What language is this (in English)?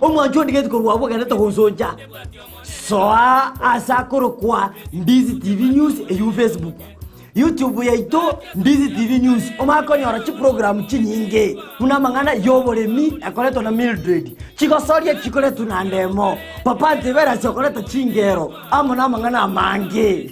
Gusii